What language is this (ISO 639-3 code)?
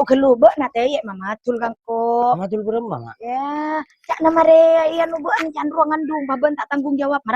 mad